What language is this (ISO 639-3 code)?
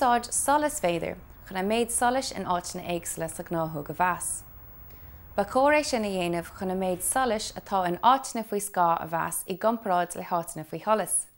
gle